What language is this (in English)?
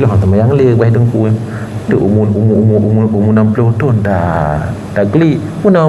Achinese